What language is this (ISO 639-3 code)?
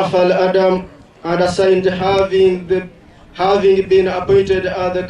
nyn